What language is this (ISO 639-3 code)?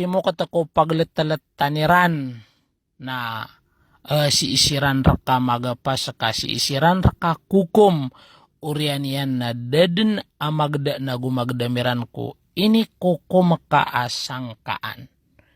mrw